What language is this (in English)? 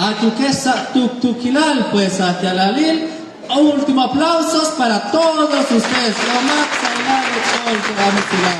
Kekchí